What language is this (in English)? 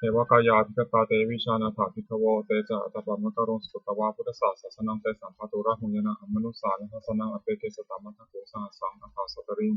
Pali